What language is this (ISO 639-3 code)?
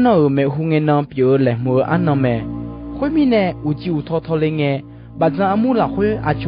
ahk